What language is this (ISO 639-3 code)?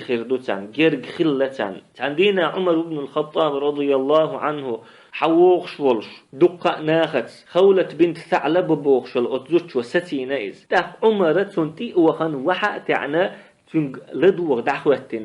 che